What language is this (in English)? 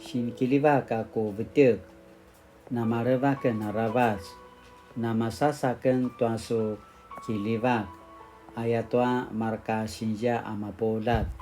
Paiwan